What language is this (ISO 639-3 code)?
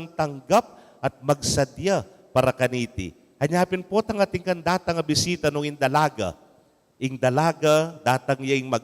pam